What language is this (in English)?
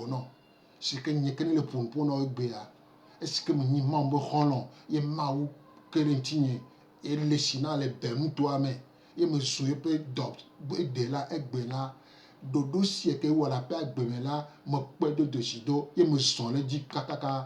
Gen